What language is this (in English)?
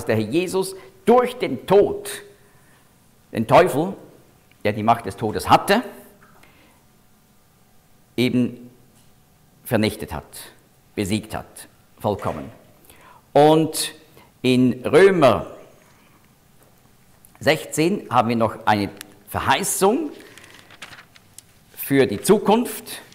German